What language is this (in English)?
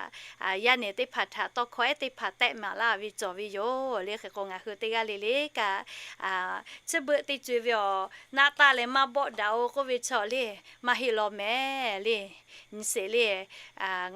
Lahu